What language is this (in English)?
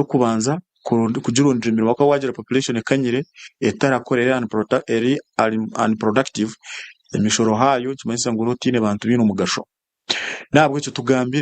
Nyankole